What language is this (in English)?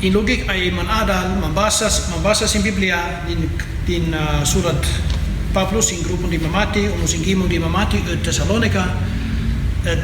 Kankanaey